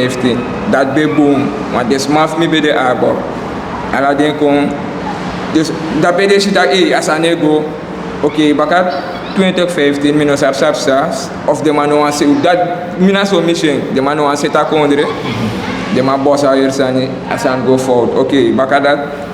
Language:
Sranan Tongo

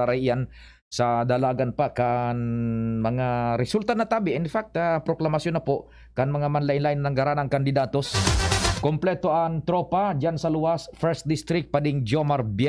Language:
Bikol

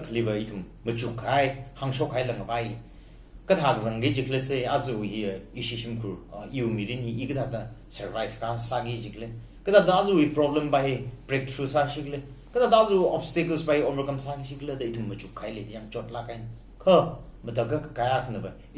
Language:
Tangkhul Naga (India)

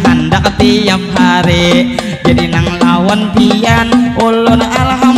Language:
Banjar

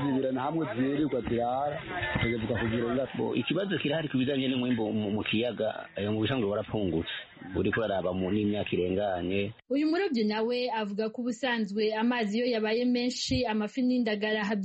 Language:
Kinyarwanda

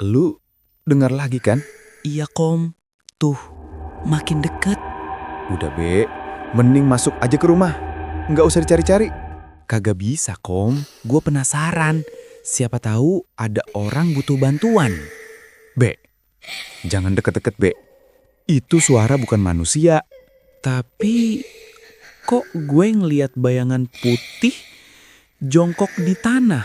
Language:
Betawi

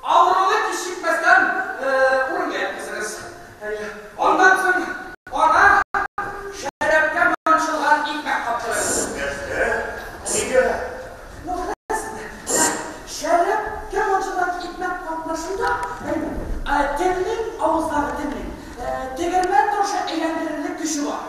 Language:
Tatar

